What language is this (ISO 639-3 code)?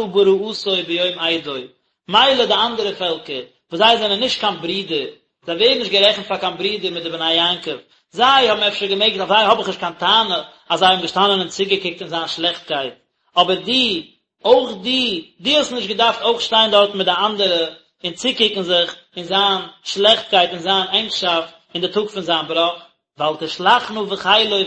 yid